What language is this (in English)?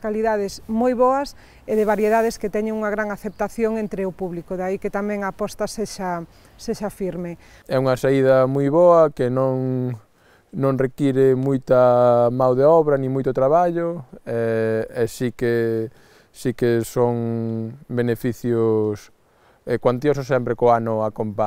Galician